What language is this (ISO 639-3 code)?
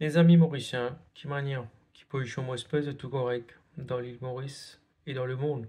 mfe